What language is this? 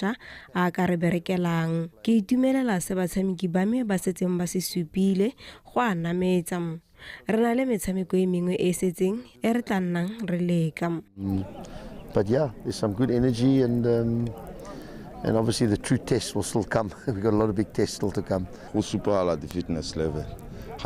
Tswana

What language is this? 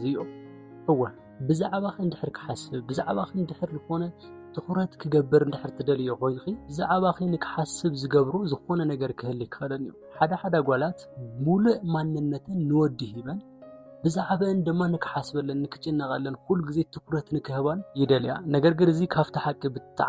Tigrinya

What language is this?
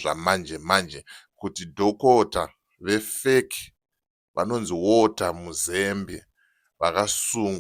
Shona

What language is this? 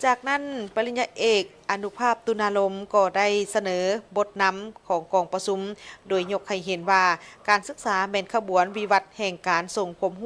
Lao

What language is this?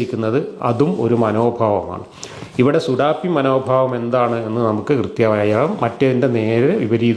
Malayalam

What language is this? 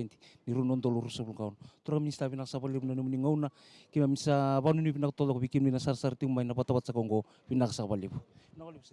Fijian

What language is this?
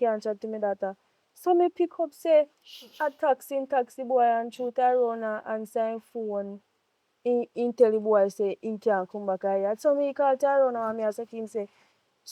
Jamaican Creole English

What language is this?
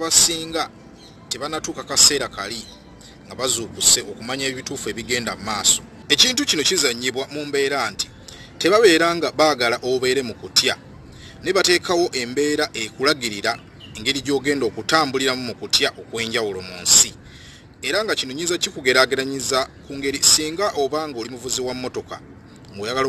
Ganda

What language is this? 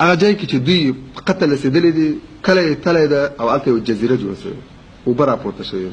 Pashto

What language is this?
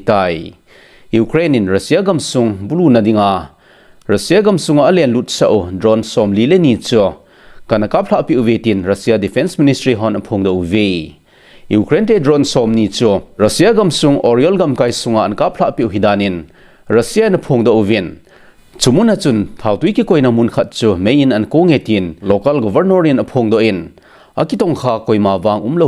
Thado Chin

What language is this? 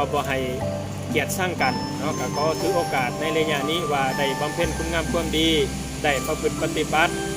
Lao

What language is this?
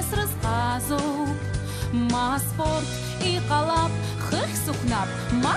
Abkhazian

